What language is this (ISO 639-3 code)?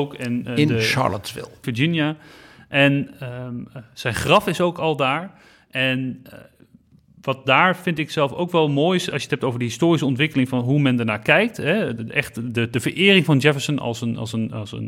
nld